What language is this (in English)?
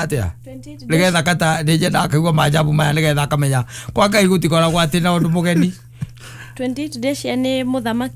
Kikuyu